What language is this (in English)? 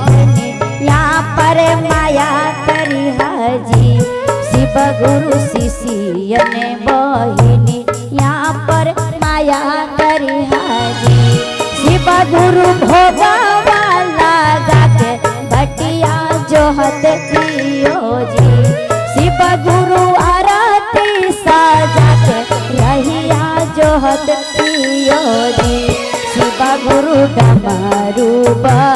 Magahi